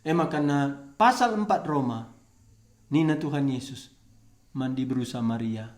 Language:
Batak Karo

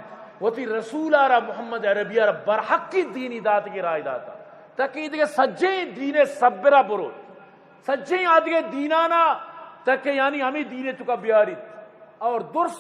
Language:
Eastern Balochi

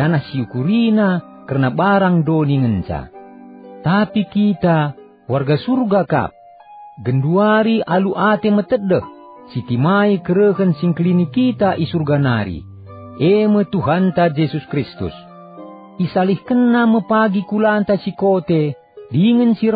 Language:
Batak Karo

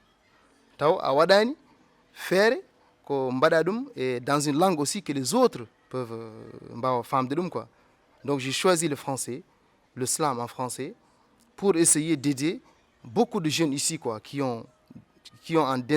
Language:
Fula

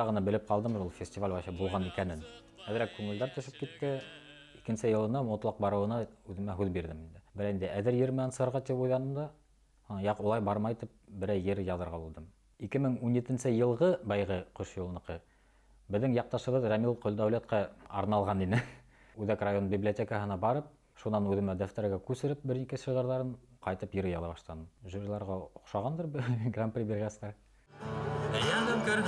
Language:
Bashkir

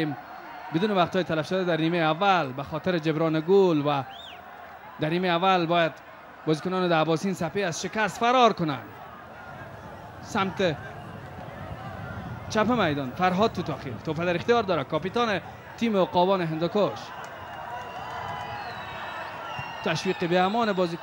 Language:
Persian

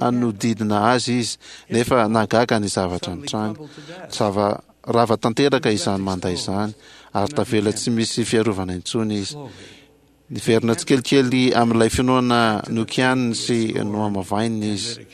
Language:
Malagasy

